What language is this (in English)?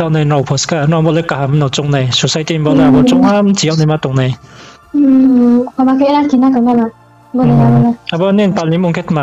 Riang (India)